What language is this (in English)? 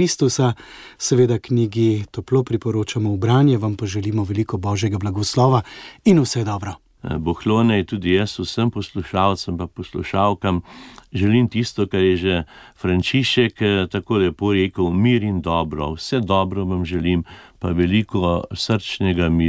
Slovenian